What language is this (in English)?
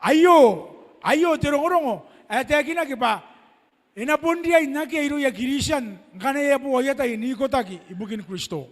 Gilbertese